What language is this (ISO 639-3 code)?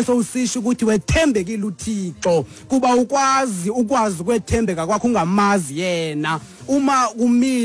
xho